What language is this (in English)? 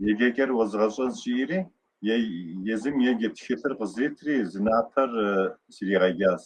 Kabardian